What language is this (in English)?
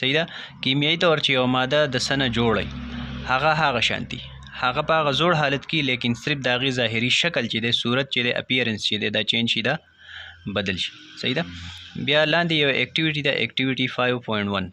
Pashto